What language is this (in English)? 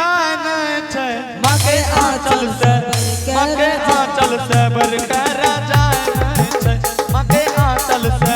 Angika